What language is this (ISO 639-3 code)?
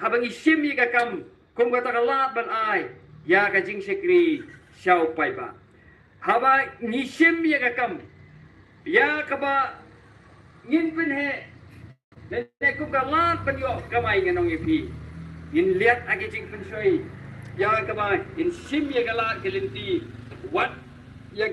kha